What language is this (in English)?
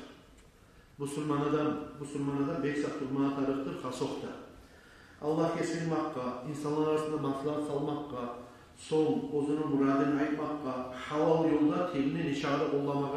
Kumyk